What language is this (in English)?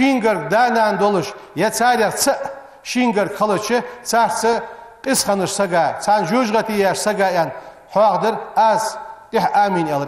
Ingush